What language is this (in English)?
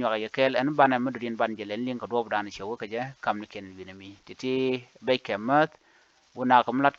Nuer